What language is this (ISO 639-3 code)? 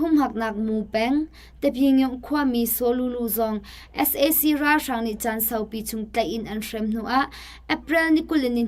cnh